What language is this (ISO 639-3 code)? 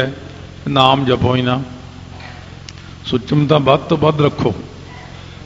pan